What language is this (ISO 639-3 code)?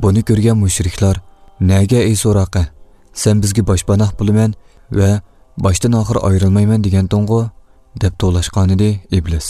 uig